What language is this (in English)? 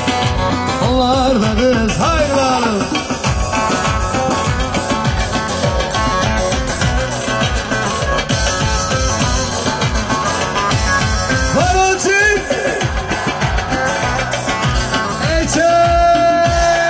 Turkish